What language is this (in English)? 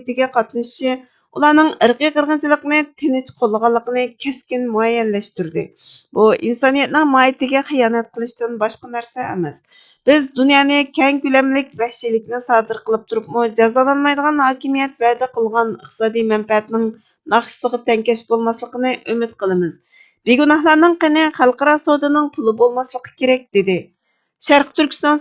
Uyghur